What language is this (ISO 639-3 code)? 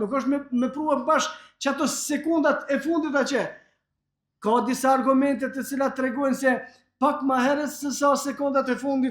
sqi